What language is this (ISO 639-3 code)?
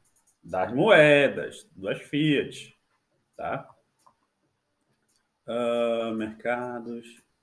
por